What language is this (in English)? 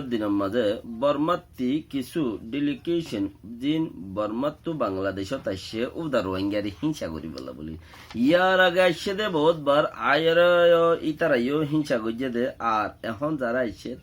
Rohingya